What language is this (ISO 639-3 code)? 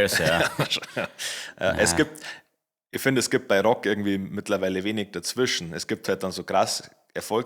bar